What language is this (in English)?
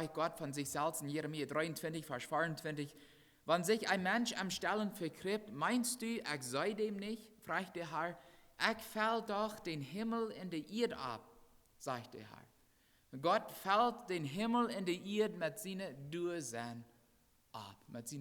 Plautdietsch